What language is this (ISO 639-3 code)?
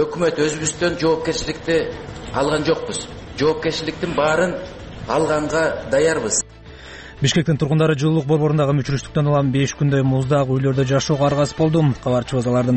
kir